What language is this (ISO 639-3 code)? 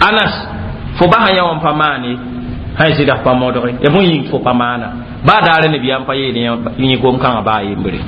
mos